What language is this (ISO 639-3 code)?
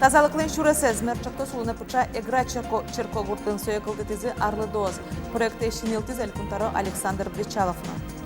udm